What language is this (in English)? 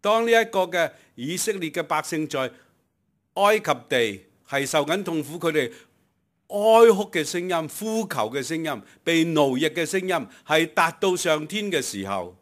Cantonese